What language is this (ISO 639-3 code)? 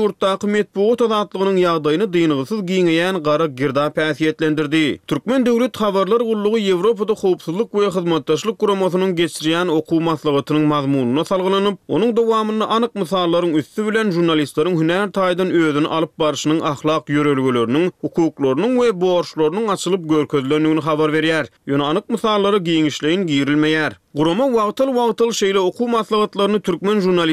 tuk